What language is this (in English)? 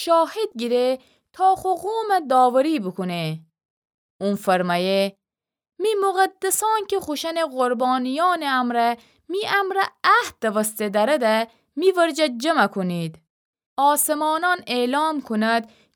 Gilaki